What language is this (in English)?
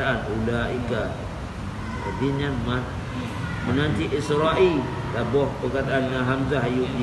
Achinese